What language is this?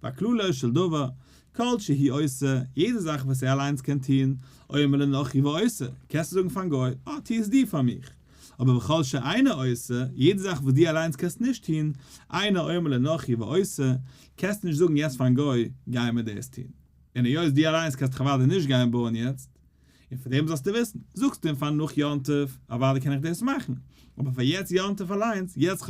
Yiddish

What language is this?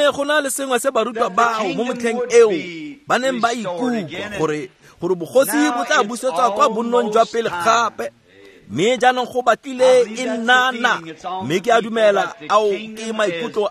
Tswana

